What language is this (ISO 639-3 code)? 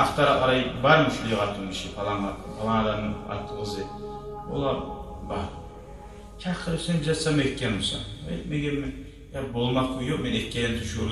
kum